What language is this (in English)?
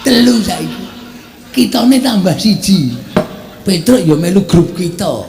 Javanese